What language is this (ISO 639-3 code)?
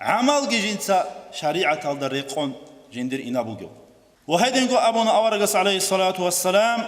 ava